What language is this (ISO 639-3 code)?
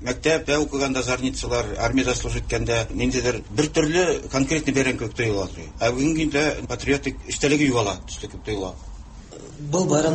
tat